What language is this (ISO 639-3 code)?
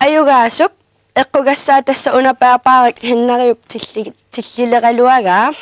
kal